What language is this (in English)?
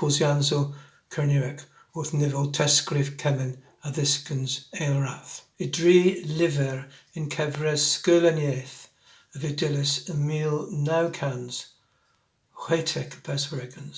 Cornish